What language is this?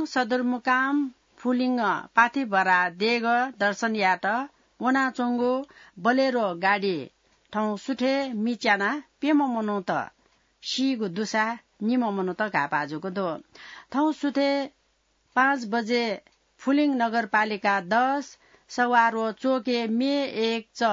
Newari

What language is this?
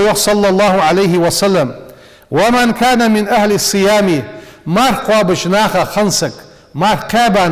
Ingush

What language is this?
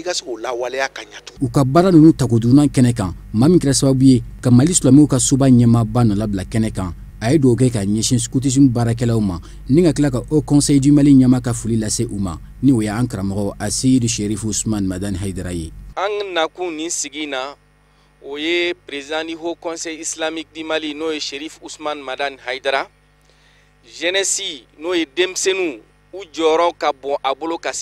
Bambara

